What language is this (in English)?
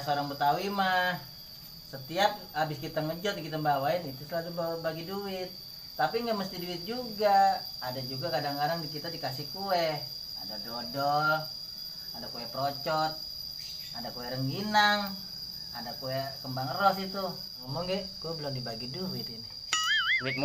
Betawi